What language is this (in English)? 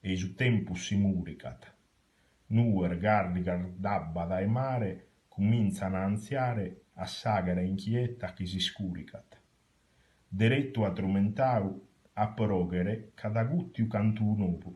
Sardinian